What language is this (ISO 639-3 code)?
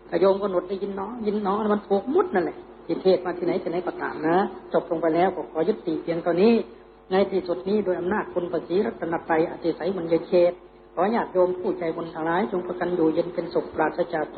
tha